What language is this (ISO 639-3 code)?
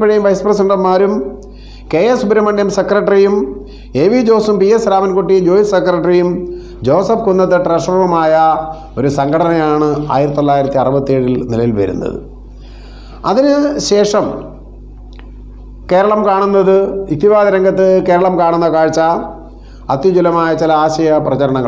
mal